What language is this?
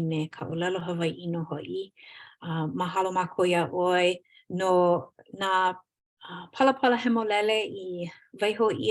Hawaiian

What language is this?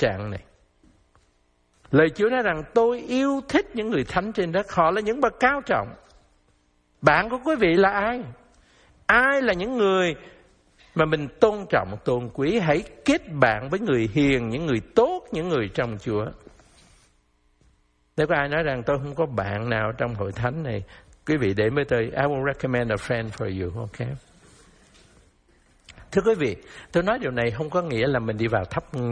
Vietnamese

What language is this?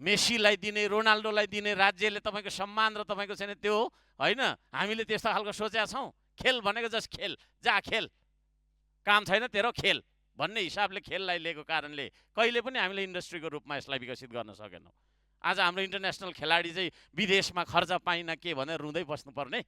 Nepali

